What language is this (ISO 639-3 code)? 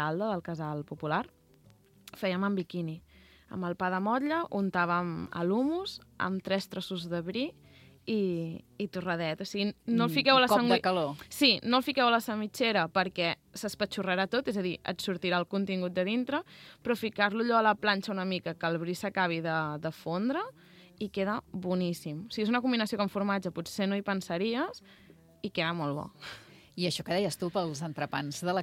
cat